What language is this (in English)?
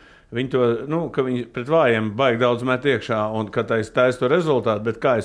Latvian